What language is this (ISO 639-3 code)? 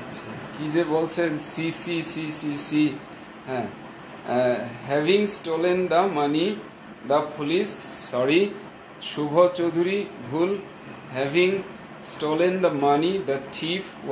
ben